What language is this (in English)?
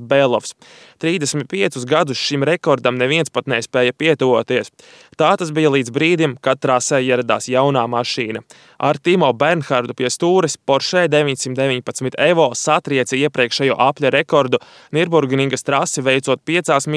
Latvian